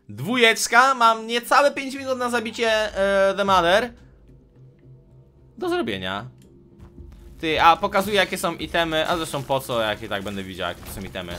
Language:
Polish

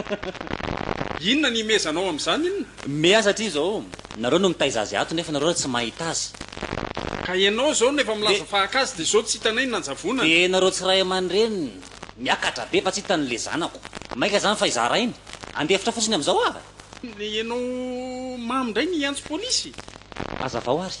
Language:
Malagasy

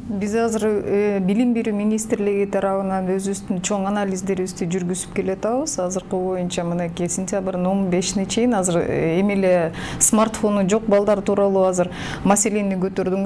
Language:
Kyrgyz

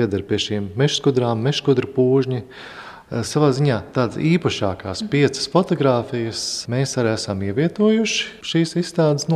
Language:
Latvian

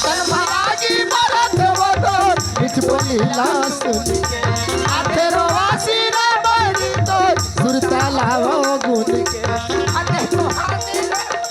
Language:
Chhattisgarhi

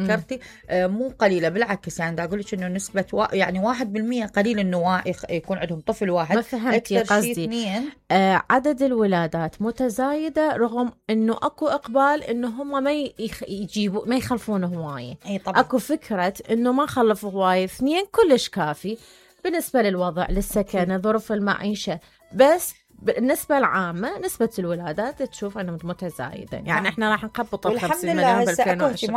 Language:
Mesopotamian Arabic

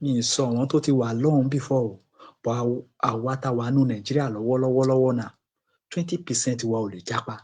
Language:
Yoruba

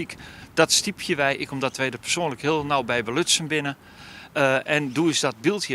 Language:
Western Frisian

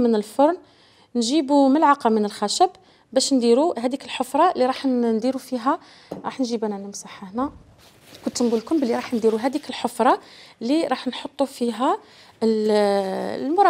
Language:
Algerian Arabic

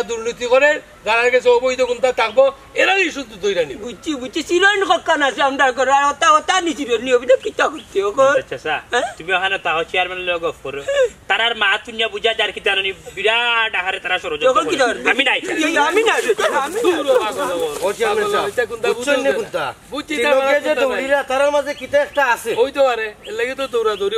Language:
Sylheti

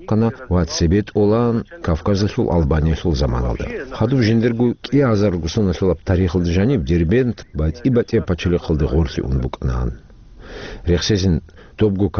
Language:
Avaric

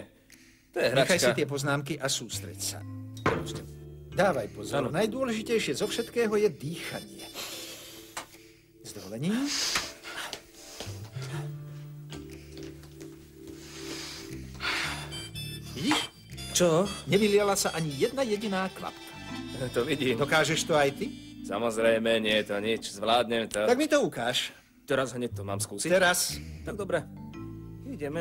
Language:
Slovak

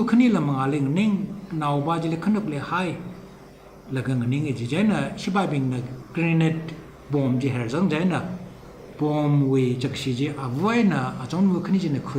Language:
Tangkhul Naga (India)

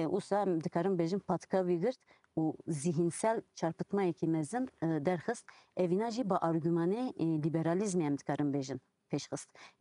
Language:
Kurdish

